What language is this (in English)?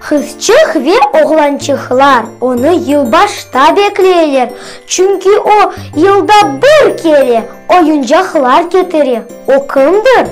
Crimean Tatar